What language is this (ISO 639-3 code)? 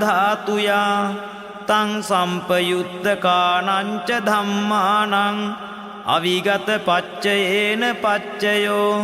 pli